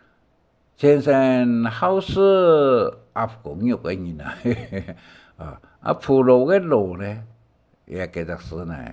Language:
Hakka Chinese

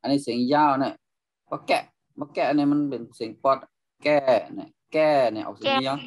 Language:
Shan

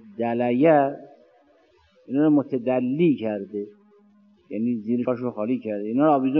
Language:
Persian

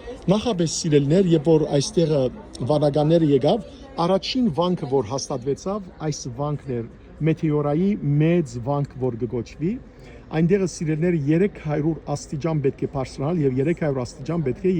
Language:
Western Armenian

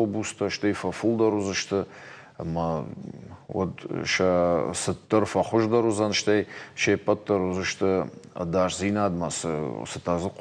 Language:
Ossetic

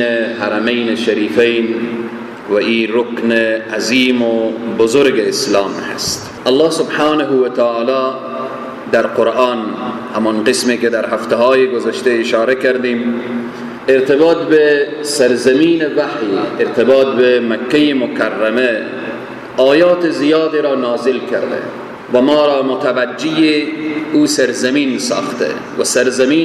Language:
Persian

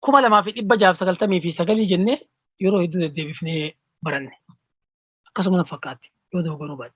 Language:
Oromo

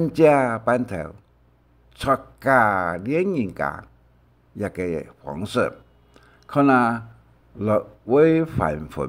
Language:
Hakka Chinese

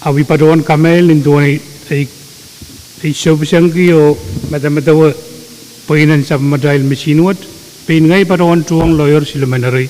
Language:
Pohnpeian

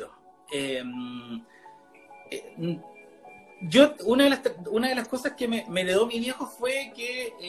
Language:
Spanish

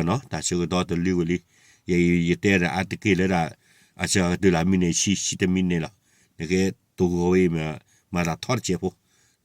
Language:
S'gaw Karen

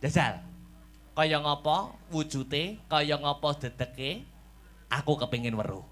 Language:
Javanese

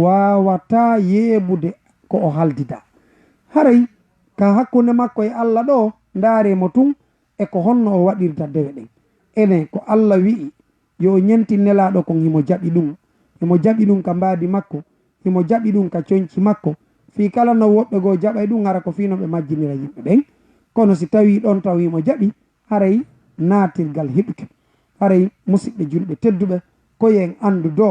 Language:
Fula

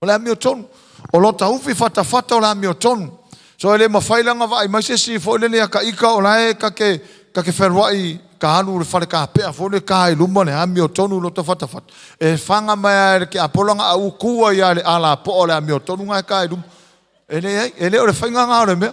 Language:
Samoan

